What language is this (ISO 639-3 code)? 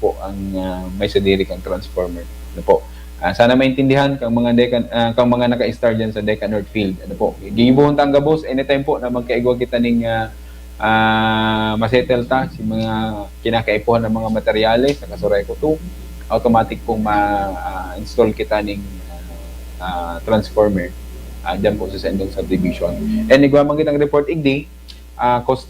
bik